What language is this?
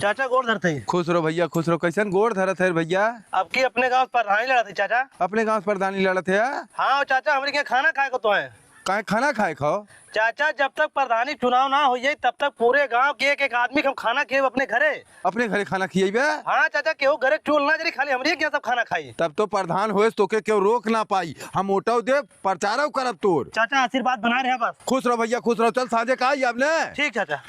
Awadhi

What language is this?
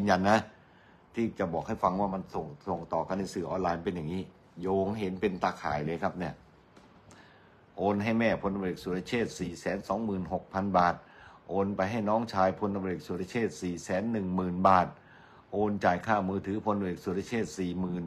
Thai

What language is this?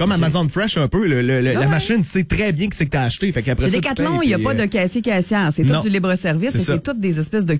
French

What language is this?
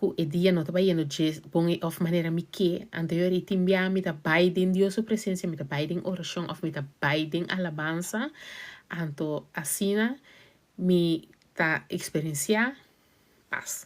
Papiamento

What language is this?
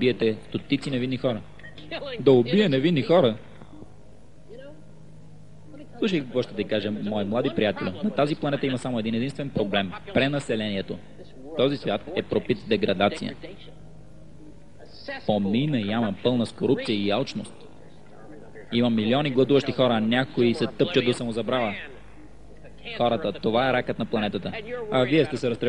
Bulgarian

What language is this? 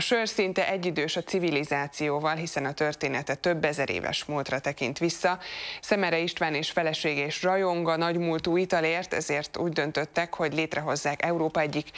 Hungarian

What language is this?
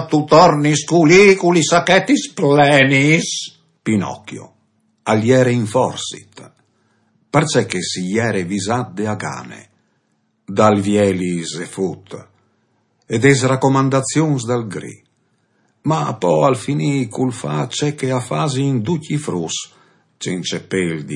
Friulian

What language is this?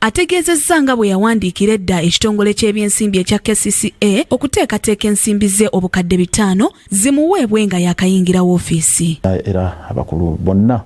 Ganda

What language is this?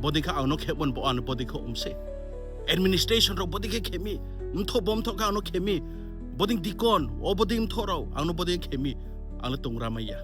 Riang (India)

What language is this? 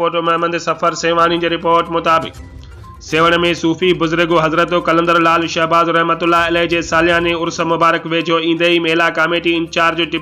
Sindhi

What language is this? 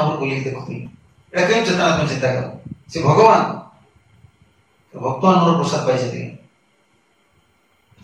Odia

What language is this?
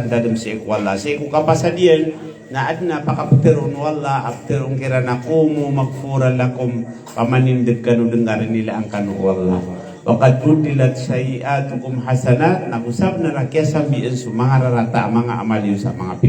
Maranao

